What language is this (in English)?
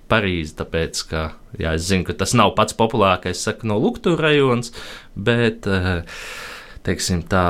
Latvian